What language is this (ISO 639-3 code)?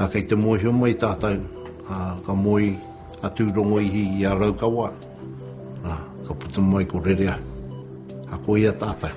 mri